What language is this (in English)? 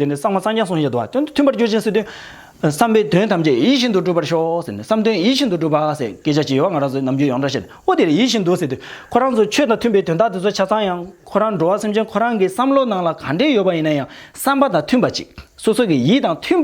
Tibetan